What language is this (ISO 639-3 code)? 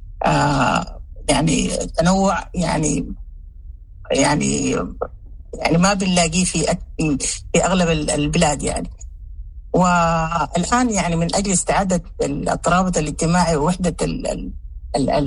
apd